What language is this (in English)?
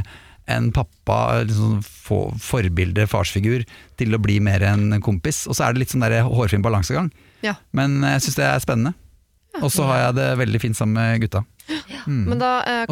Norwegian